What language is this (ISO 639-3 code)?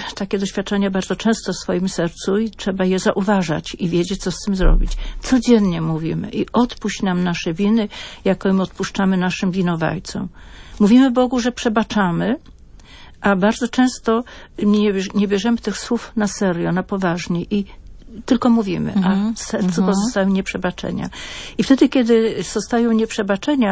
pol